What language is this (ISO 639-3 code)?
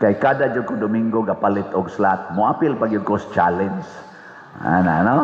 ceb